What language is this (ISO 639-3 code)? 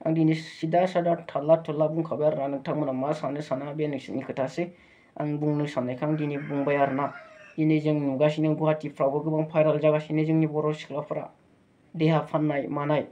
brx